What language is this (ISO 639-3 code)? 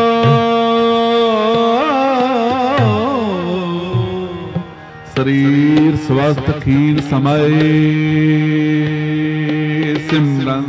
pan